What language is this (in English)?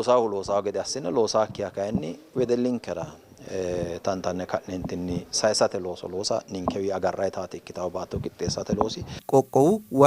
Sidamo